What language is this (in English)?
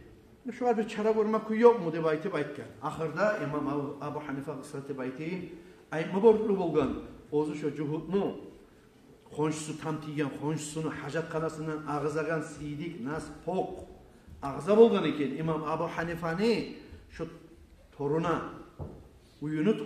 Kumyk